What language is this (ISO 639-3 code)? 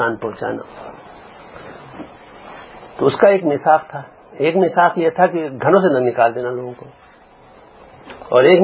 urd